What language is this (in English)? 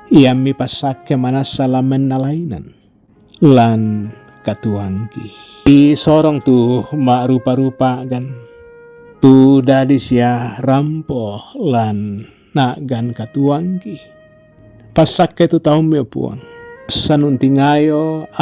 Toraja-Sa'dan